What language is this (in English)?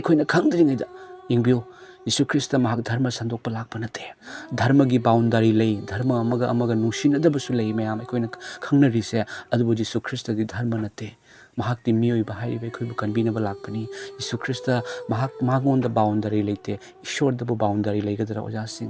Manipuri